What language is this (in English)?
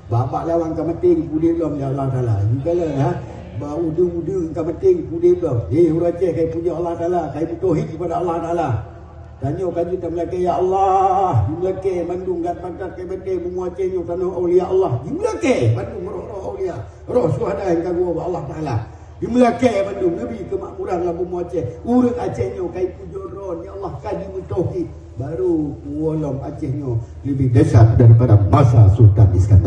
Achinese